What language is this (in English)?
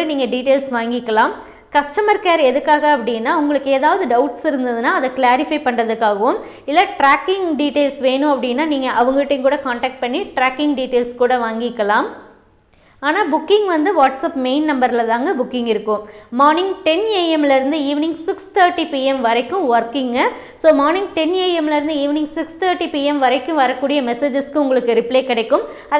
Tamil